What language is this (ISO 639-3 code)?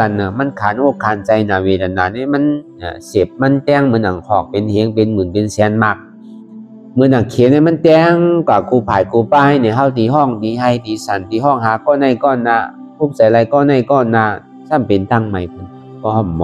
shn